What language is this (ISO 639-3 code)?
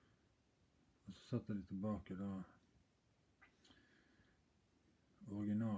nor